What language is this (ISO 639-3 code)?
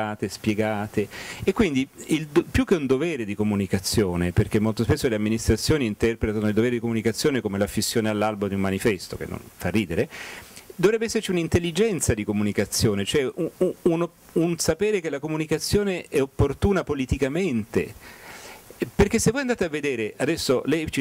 ita